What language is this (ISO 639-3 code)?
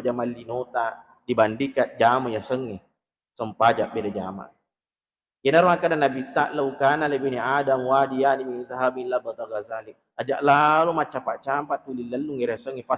bug